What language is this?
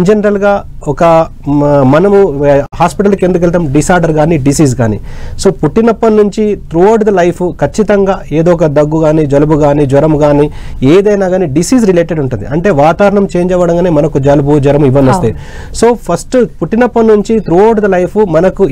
Telugu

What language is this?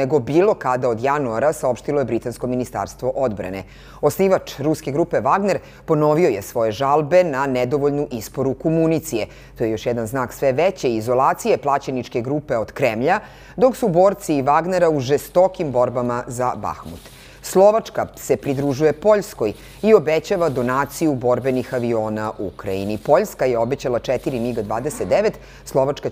Serbian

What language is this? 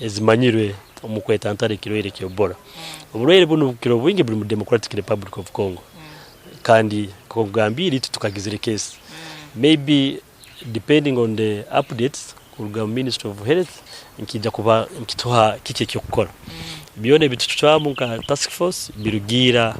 Nyankole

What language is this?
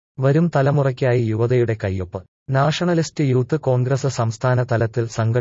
Malayalam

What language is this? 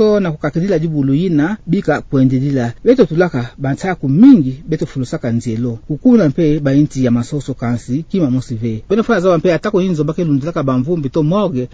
Kituba (Democratic Republic of Congo)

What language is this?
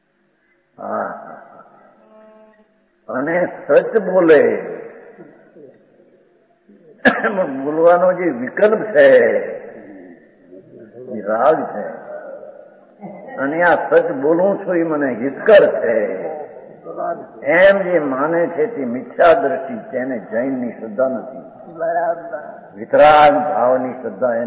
Gujarati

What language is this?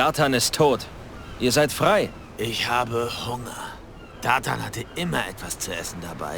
Bavarian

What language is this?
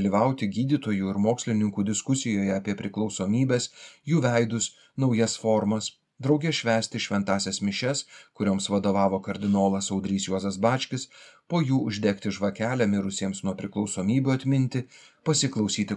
Lithuanian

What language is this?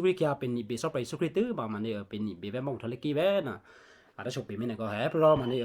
Western Kayah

